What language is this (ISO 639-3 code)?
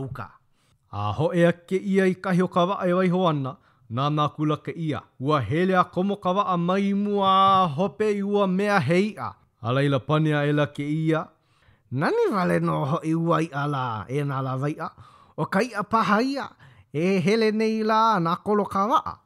haw